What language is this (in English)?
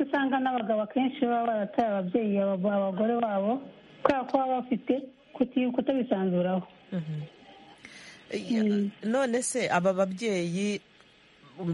Kinyarwanda